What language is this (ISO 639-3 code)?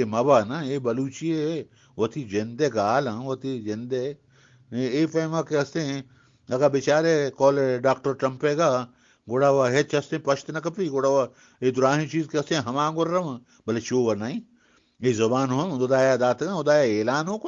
bgp